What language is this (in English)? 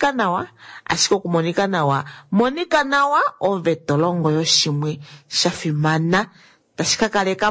Kuanyama